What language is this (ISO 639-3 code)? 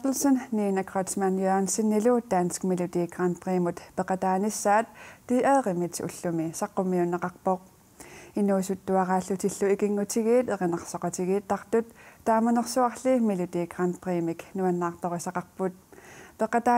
kal